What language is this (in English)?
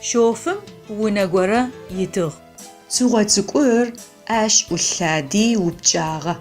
Adyghe